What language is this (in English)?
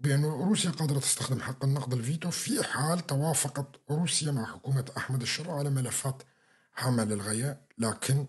North Levantine Arabic